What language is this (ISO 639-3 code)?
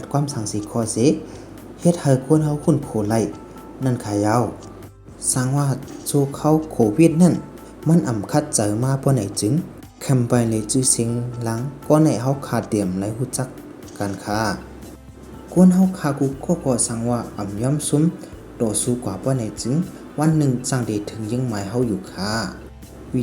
shn